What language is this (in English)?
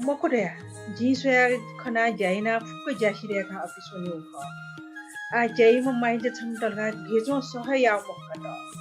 Newari